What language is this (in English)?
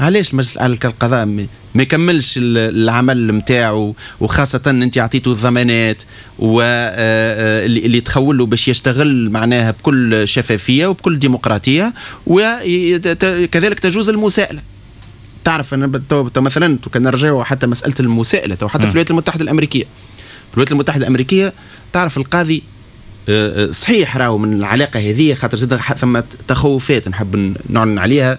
Tunisian Arabic